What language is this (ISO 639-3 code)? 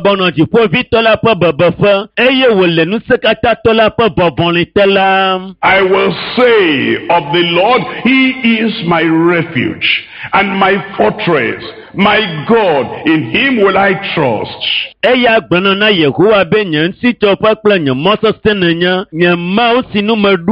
ewe